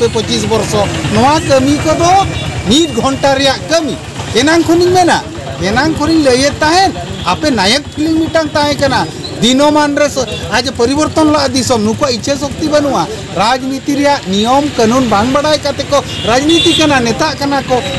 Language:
Santali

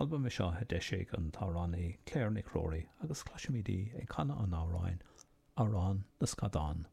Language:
Irish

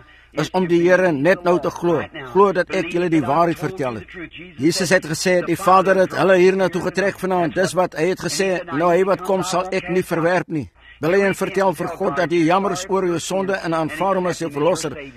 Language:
Afrikaans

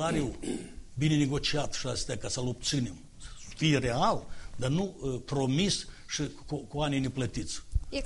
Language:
Romanian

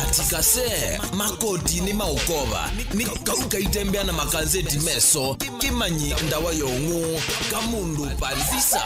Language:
Kamba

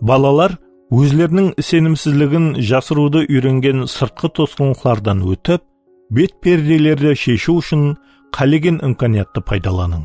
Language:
Kara-Kalpak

